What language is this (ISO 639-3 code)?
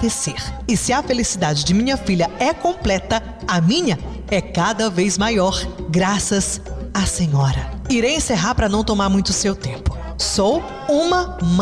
por